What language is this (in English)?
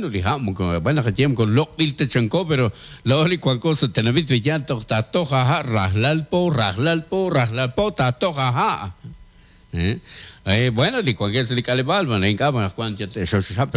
Kekchí